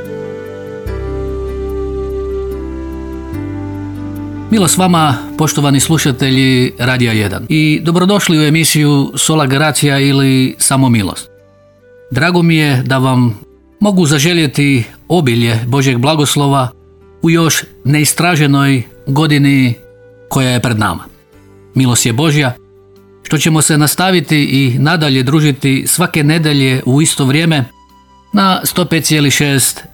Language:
Croatian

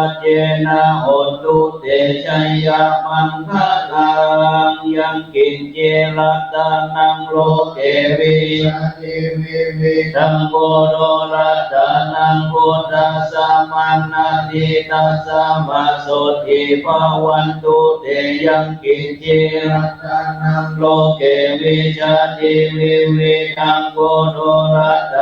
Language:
Pali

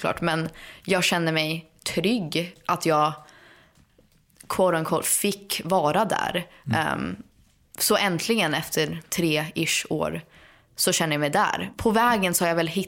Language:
Swedish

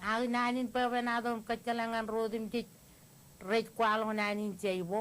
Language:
Marshallese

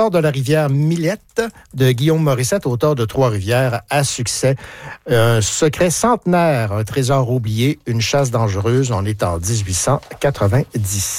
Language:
French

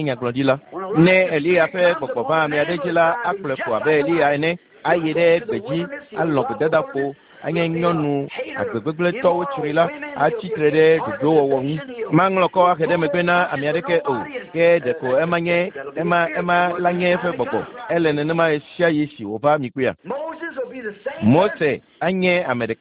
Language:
Ewe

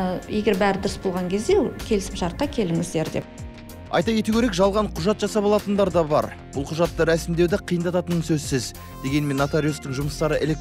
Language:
Kazakh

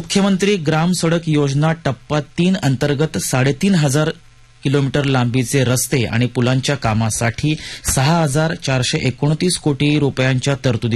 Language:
Marathi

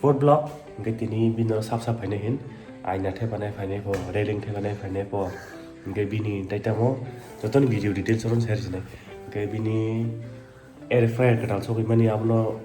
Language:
Kok Borok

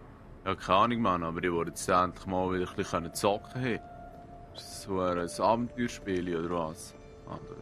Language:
Swiss German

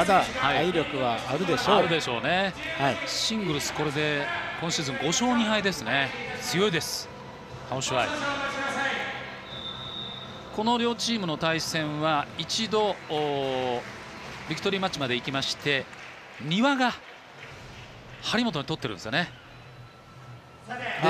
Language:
Japanese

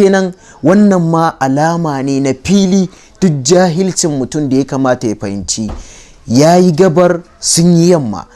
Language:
Hausa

